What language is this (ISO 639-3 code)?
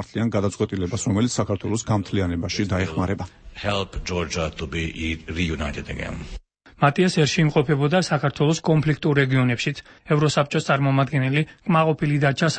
kat